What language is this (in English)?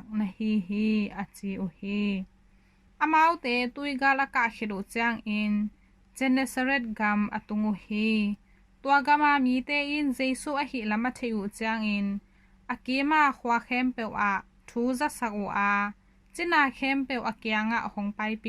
Tedim Chin